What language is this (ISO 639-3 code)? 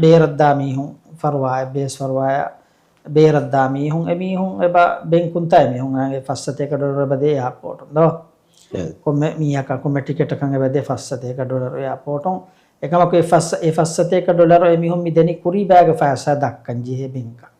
div